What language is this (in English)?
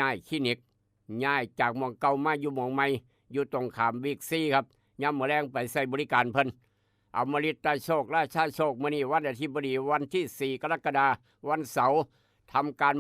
Northeastern Thai